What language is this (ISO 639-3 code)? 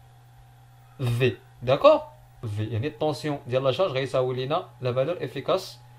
ary